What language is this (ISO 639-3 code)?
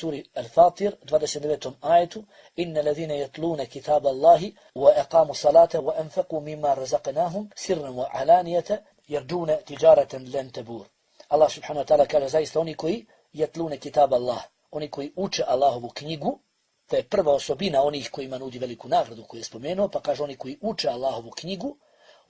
bos